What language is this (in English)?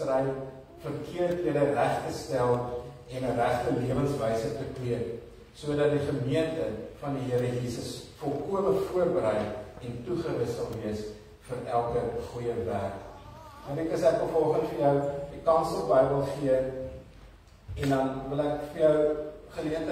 Afrikaans